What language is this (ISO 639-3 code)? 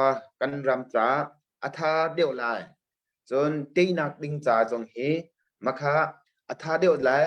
cnh